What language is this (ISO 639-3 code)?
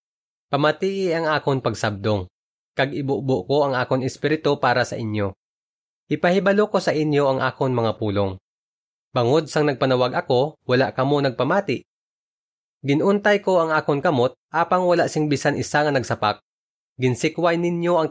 hil